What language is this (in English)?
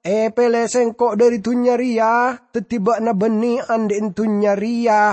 Madurese